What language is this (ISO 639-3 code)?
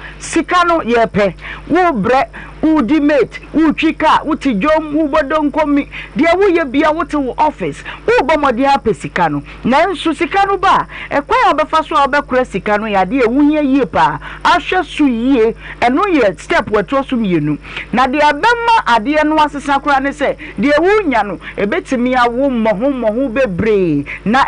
aka